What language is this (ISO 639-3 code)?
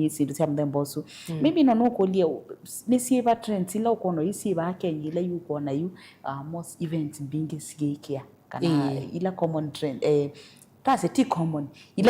kam